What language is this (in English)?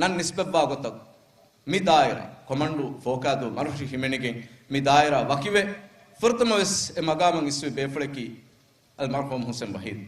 Divehi